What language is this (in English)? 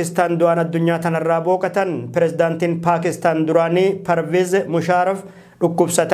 Oromo